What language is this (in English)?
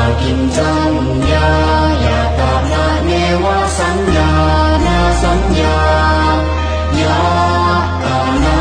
Pali